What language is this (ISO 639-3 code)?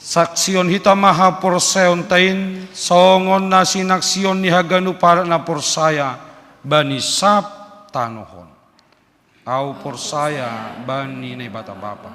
bts